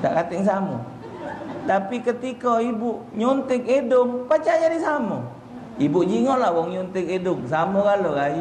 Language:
Musi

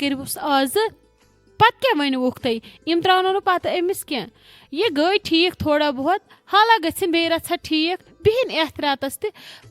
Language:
Kashmiri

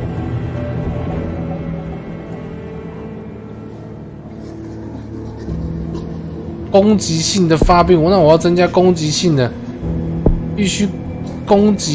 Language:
Chinese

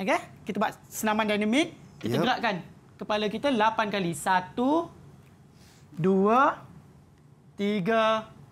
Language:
Malay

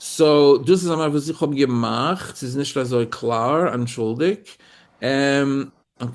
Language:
Yiddish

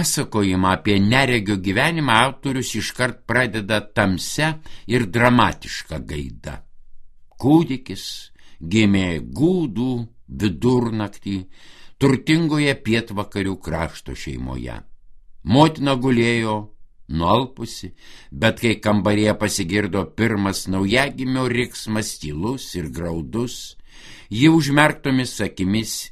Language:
Lithuanian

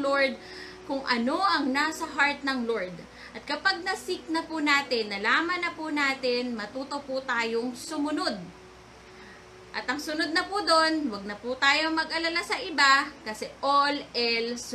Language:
Filipino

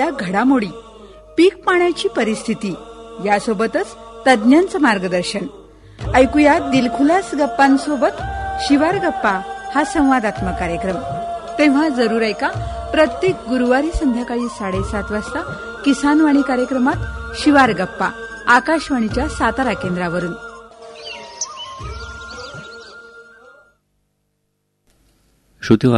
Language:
Marathi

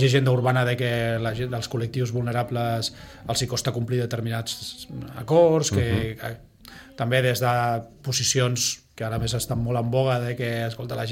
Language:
Catalan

